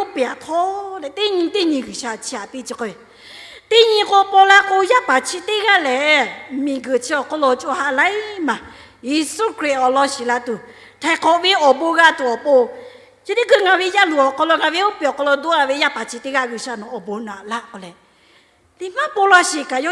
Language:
Lahu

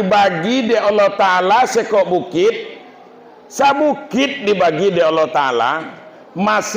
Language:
Minangkabau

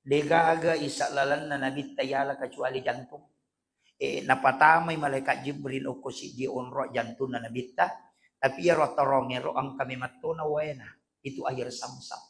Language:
Buginese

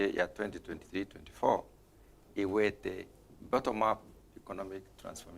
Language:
Meru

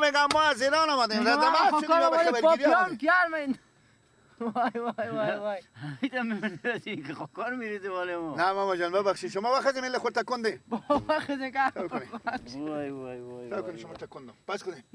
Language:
Persian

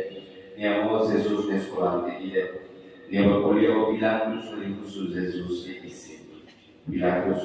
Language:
Tetum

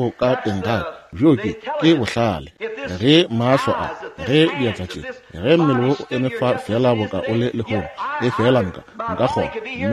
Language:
Northern Sotho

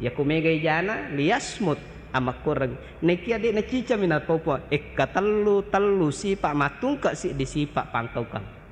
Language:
Buginese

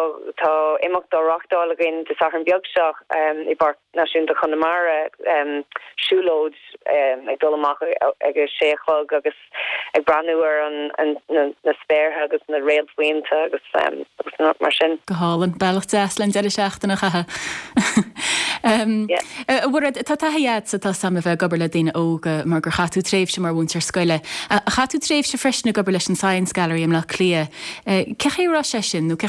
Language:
Irish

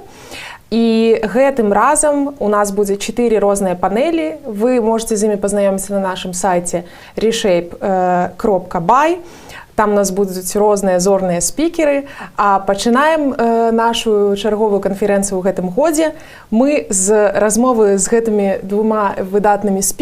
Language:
Belarusian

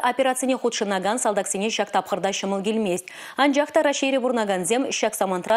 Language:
Chuvash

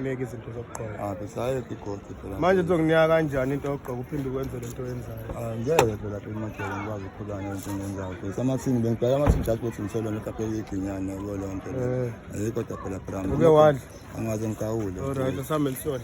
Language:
Zulu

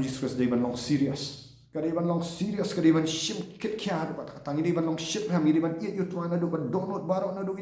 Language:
Khasi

